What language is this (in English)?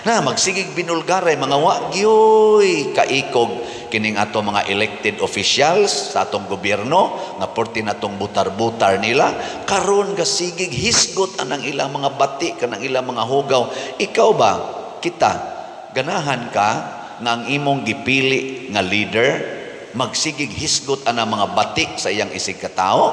Cebuano